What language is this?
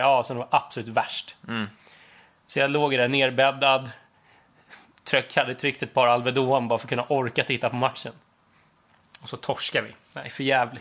Swedish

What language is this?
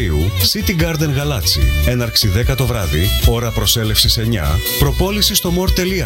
Greek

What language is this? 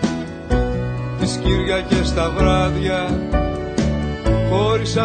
Greek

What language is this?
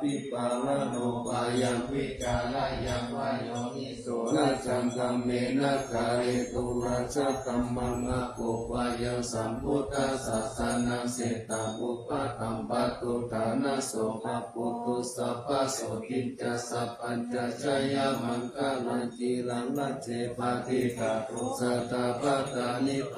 Pali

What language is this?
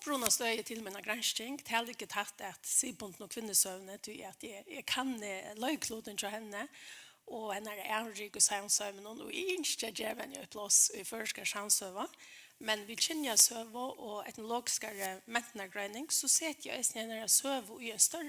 Faroese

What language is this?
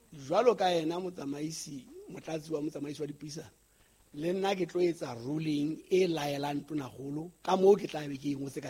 Southern Sotho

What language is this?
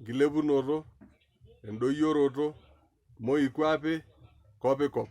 Masai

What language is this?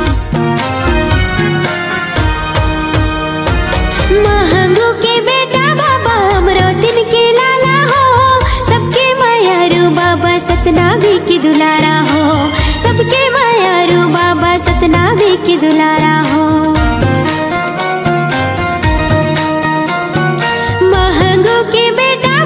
Chhattisgarhi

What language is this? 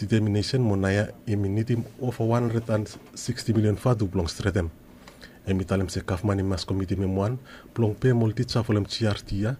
Bislama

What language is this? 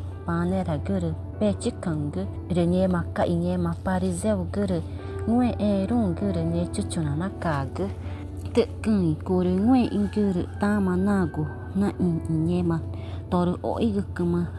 Ticuna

